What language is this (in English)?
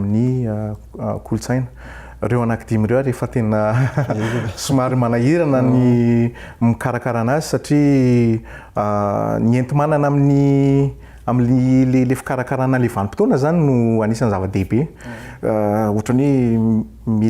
Malagasy